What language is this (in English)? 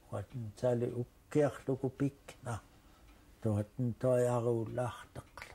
Central Yupik